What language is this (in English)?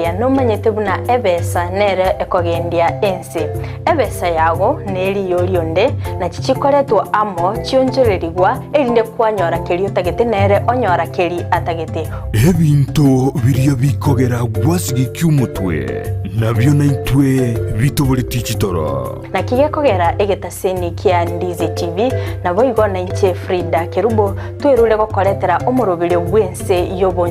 Gusii